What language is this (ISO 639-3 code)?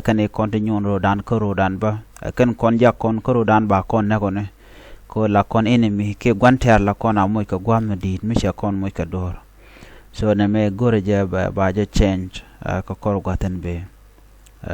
nus